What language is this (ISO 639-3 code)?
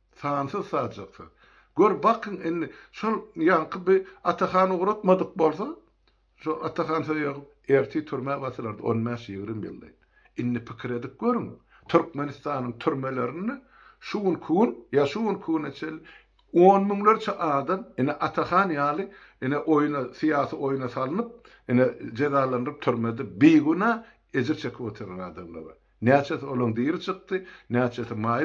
tuk